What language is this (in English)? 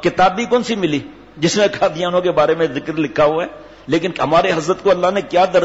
Urdu